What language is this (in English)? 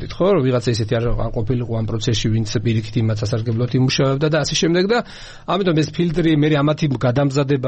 Georgian